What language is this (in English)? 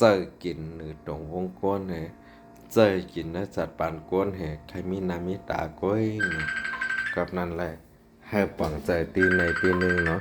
Shan